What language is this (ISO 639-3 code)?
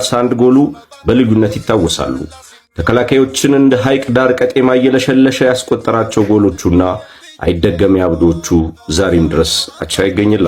amh